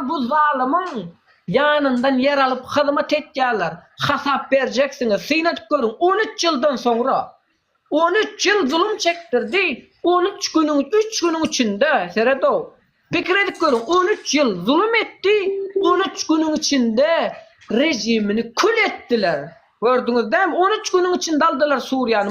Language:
Turkmen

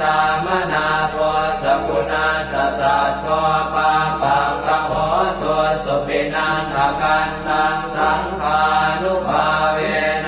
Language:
Pali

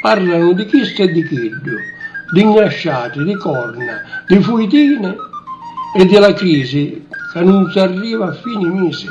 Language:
Sicilian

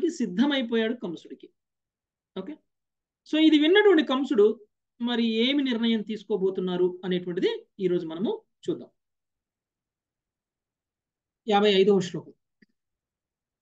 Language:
Telugu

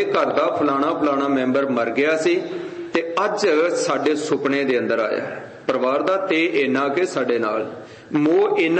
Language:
Punjabi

